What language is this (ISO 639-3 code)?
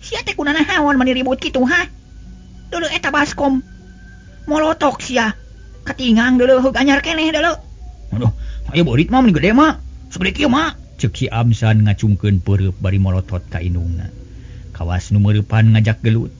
sun